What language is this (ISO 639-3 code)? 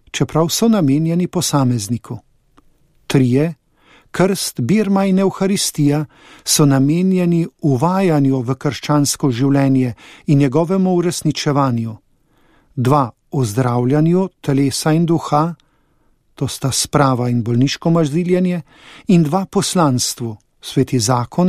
slv